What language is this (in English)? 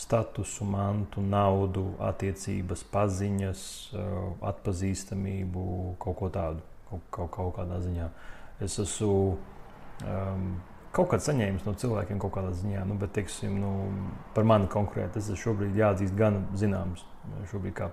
Latvian